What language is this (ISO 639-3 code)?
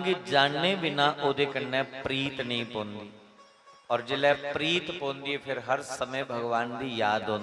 doi